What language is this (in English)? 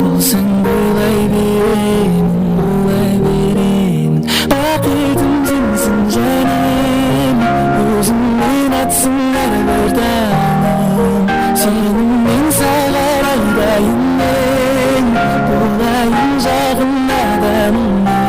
Kara-Kalpak